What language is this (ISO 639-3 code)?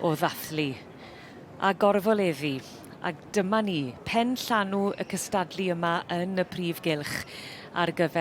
cym